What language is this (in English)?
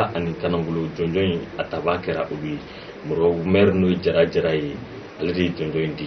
Bambara